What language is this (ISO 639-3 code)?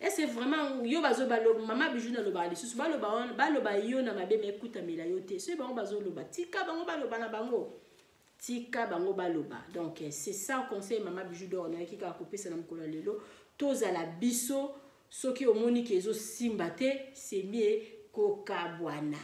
lin